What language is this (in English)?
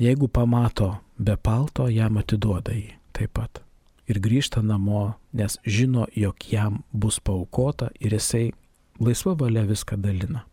Lithuanian